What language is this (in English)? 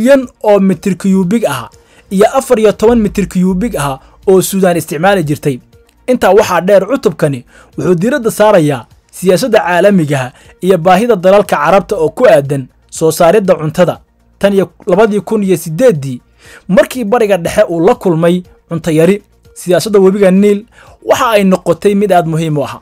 Somali